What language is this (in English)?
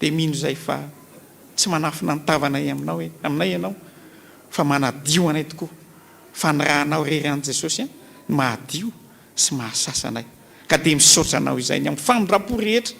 Malagasy